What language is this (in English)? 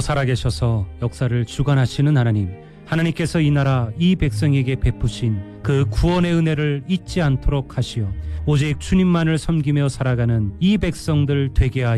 Korean